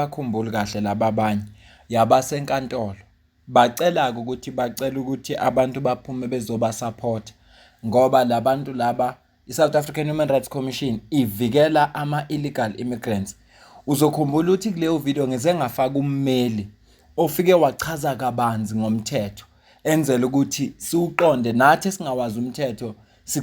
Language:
Zulu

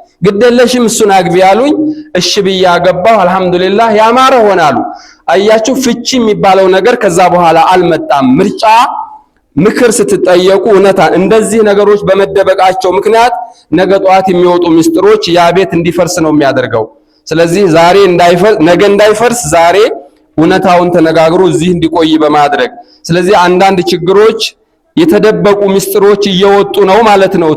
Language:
Amharic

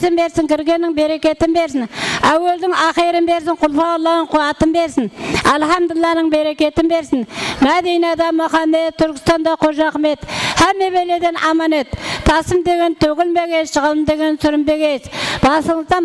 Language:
Kara-Kalpak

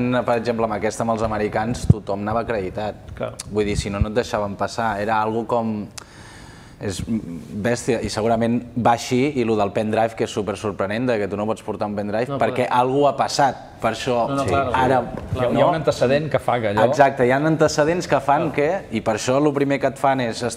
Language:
Catalan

